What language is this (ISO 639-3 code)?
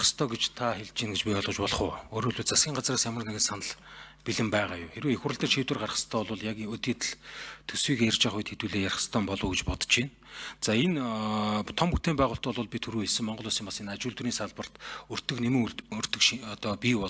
mon